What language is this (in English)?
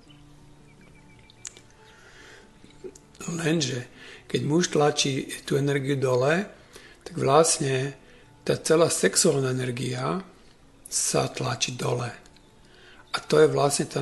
Slovak